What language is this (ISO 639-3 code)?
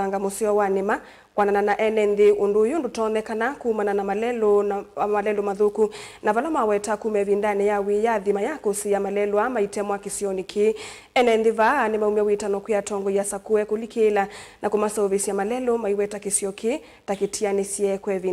kam